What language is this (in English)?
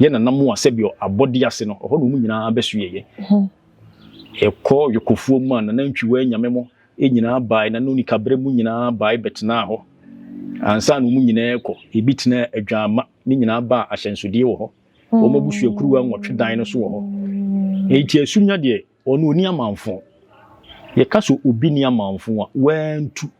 Akan